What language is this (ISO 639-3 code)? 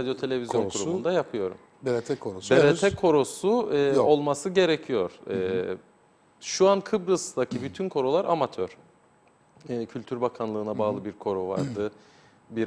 tur